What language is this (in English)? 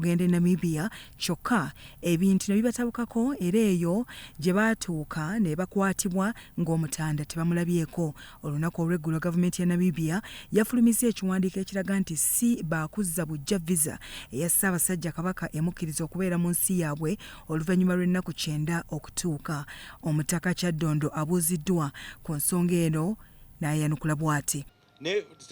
Ganda